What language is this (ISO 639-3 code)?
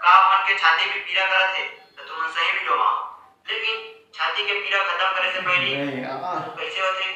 hne